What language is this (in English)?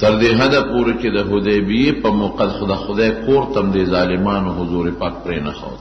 Pashto